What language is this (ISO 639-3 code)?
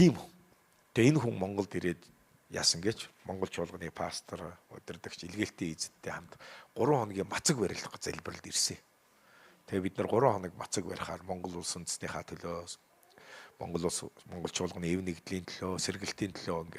mon